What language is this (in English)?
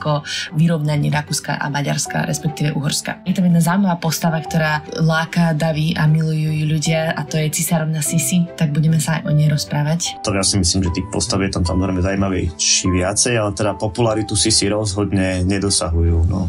Slovak